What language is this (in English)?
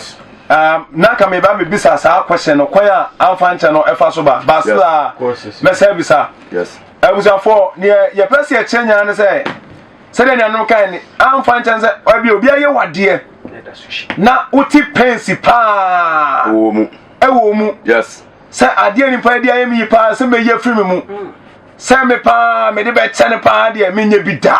Akan